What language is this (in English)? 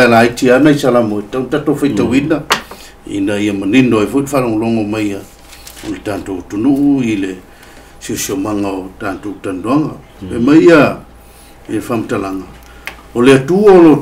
Samoan